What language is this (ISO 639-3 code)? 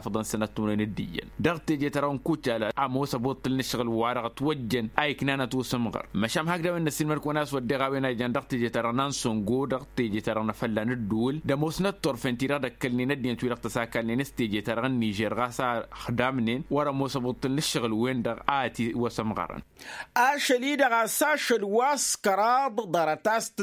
taq